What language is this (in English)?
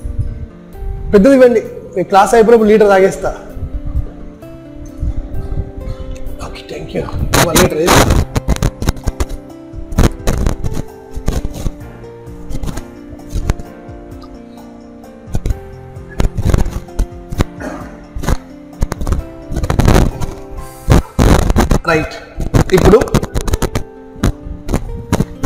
Telugu